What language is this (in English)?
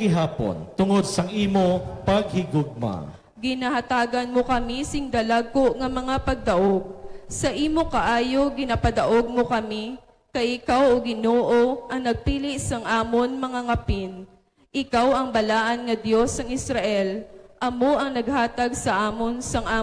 Hiligaynon